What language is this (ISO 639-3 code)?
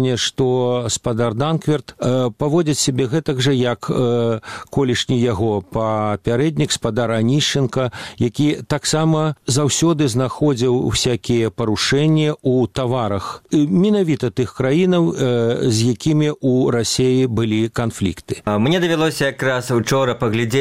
bel